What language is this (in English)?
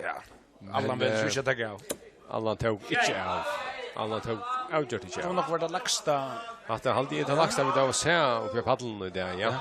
Faroese